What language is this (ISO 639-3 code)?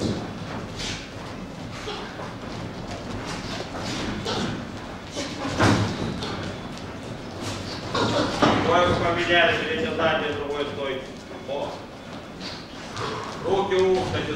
rus